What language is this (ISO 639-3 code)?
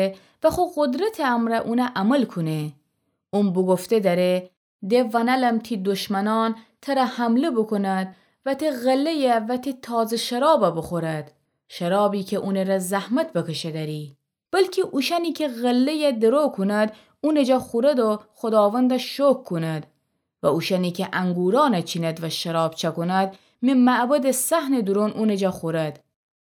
glk